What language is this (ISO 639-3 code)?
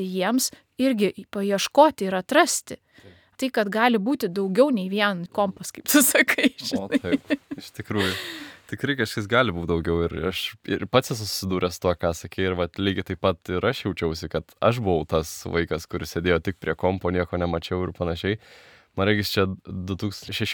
lit